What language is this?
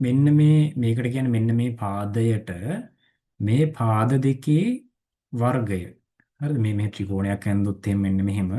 Sinhala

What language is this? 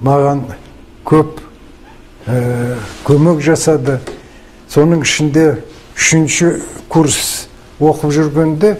Kazakh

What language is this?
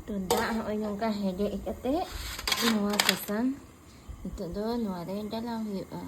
Santali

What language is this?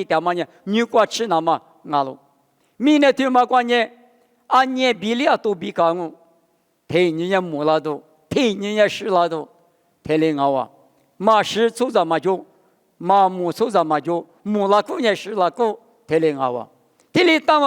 Lisu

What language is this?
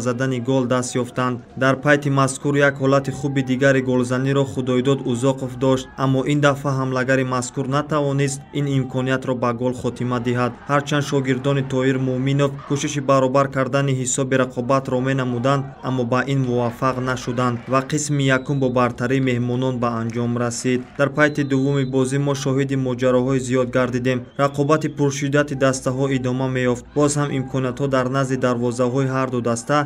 Tajik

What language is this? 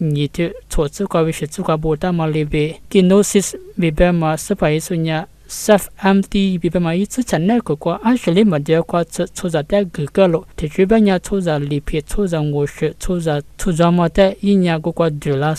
Lisu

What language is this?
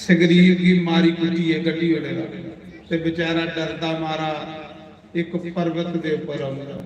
Dogri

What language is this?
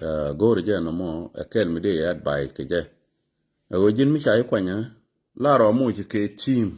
Nuer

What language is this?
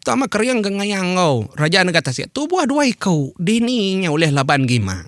Iban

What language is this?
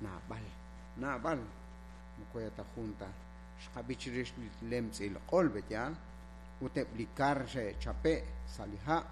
Kekchí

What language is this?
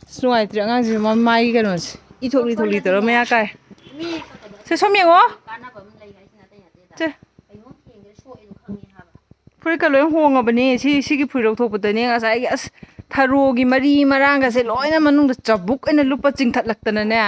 Manipuri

